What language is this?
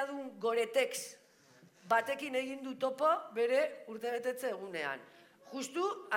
Basque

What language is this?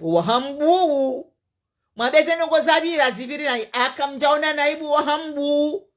Ngazidja Comorian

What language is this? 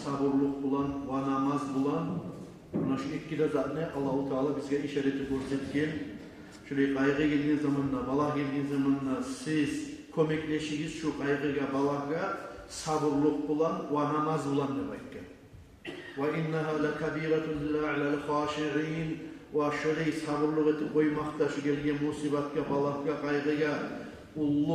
Kumyk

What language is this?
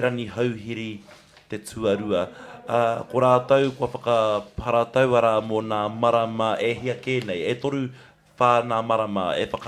Māori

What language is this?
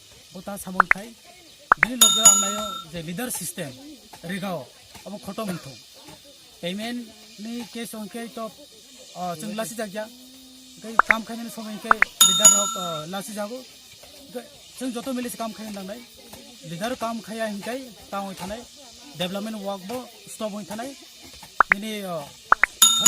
Kok Borok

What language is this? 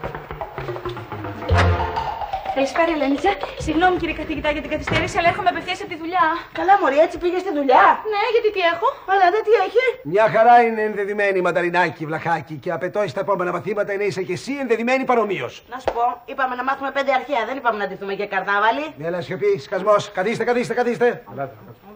Greek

